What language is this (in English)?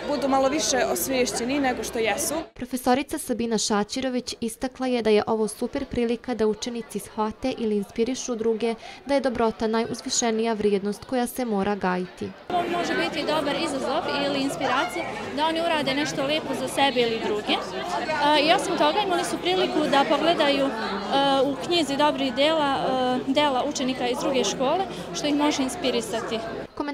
Bosnian